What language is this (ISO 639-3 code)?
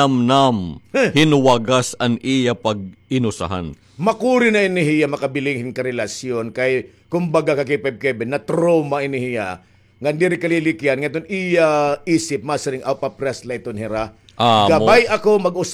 war